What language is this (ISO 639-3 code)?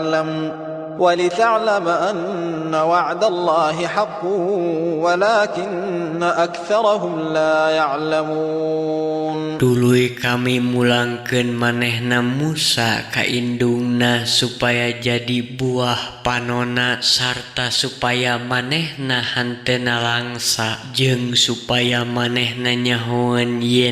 sun